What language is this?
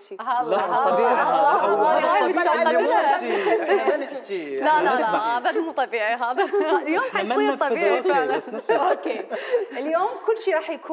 Mesopotamian Arabic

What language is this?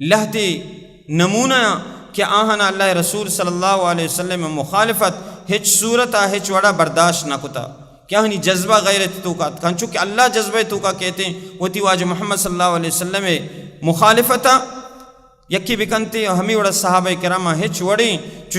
Baluchi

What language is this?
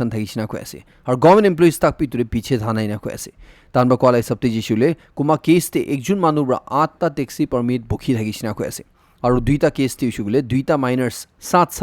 Naga Pidgin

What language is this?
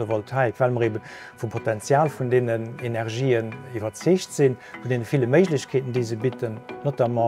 Luxembourgish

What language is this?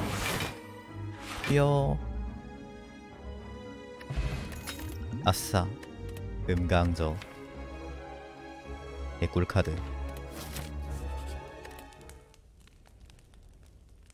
Korean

